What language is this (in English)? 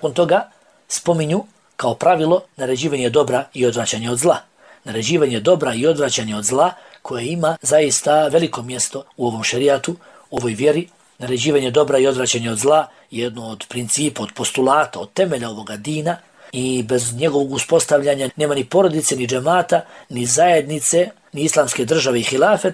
Bosnian